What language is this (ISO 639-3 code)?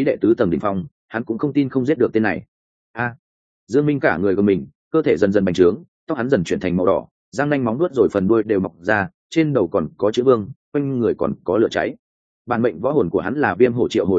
vie